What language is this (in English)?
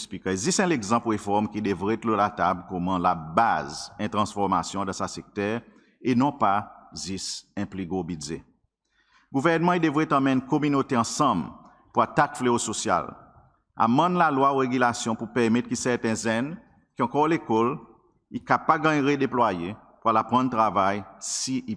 Seselwa Creole French